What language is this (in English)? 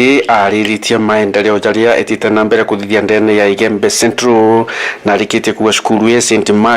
Meru